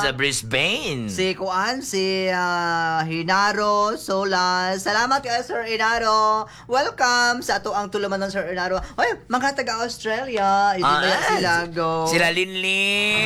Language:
Cebuano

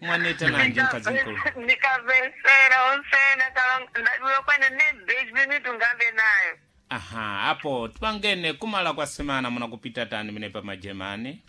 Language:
Sena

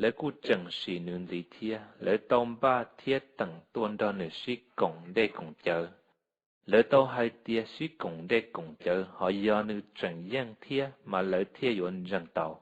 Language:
Hmong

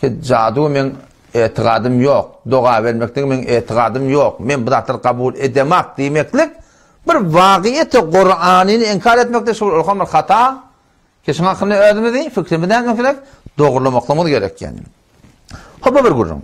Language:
Turkmen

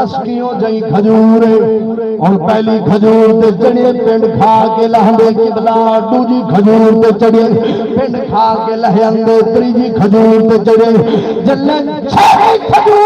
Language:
Saraiki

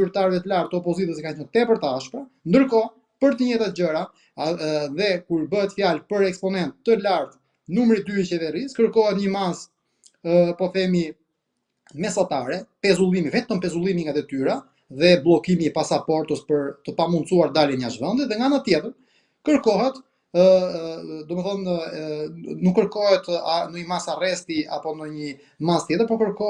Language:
Albanian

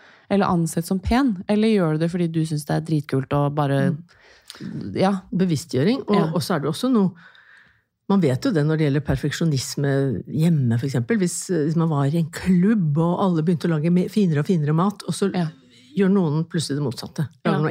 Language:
Norwegian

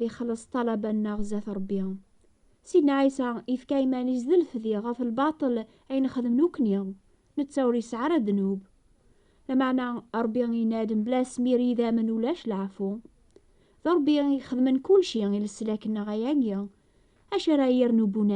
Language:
Kabyle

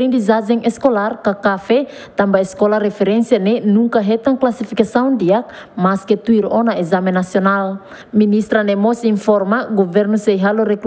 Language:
Tetum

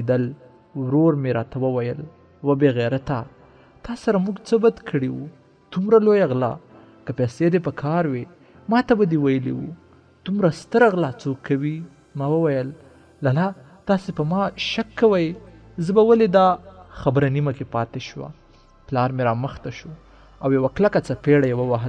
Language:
Pashto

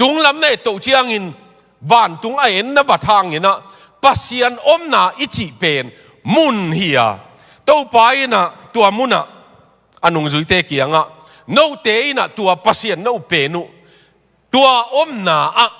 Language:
Tedim Chin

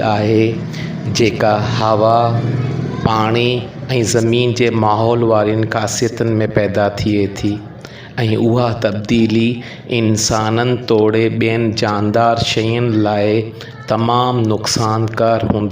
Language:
Sindhi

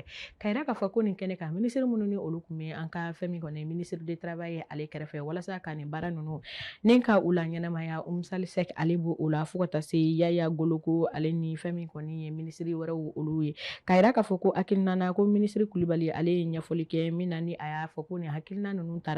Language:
Bambara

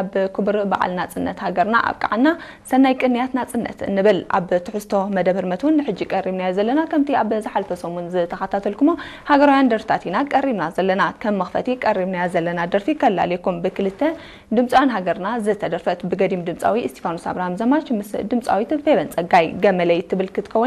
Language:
Tigrinya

